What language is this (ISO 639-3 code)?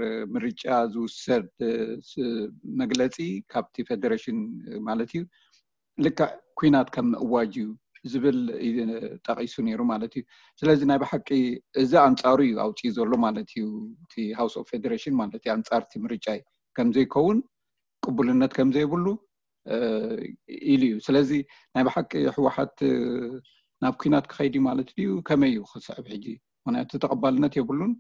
tir